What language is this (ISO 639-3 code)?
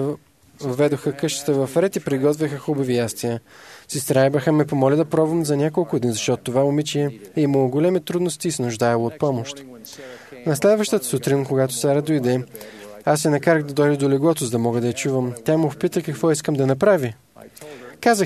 bul